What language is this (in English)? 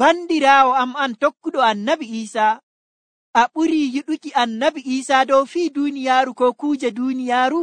Nigerian Fulfulde